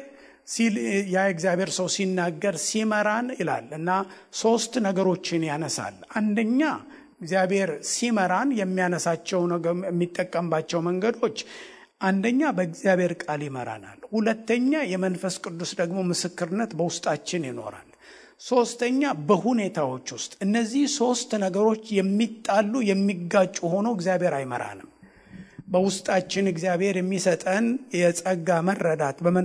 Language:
Amharic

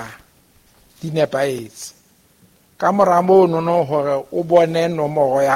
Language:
Southern Sotho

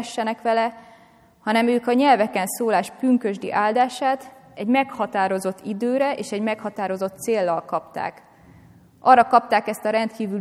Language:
Hungarian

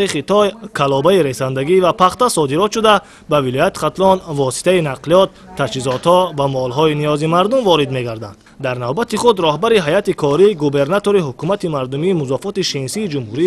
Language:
Tajik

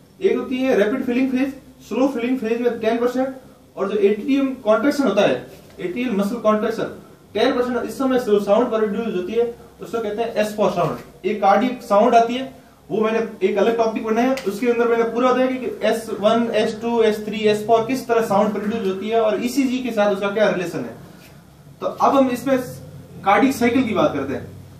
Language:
Hindi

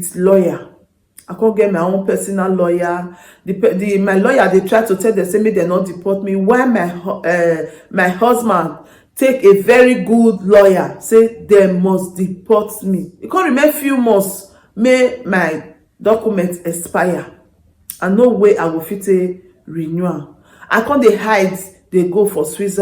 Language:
Nigerian Pidgin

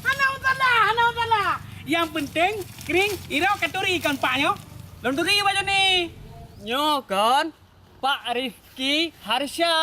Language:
Achinese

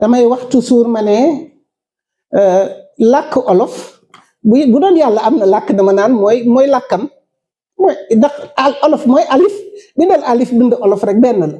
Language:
Wolof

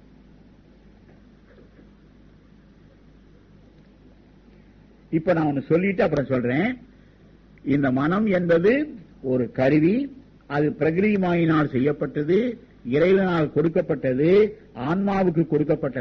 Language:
Tamil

